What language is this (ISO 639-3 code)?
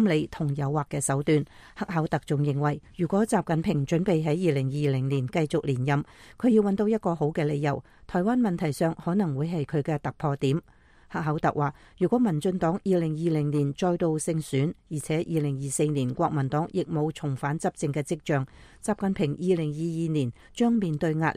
yue